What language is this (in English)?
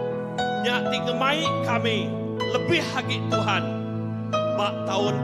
Iban